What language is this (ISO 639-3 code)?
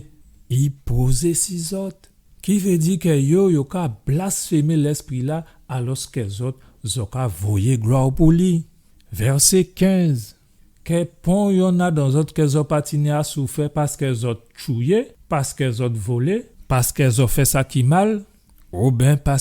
gcf